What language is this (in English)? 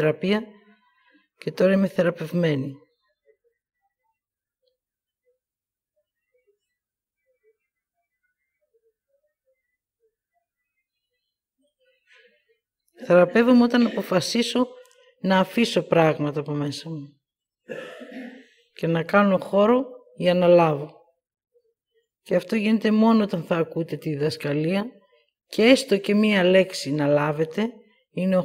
Greek